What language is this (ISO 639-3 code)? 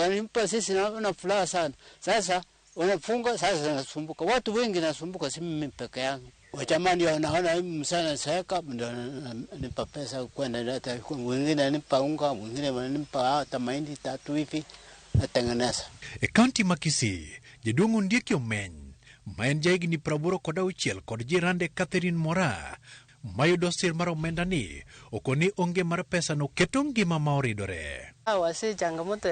luo